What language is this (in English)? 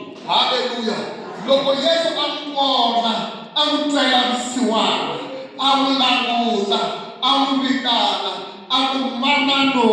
Tsonga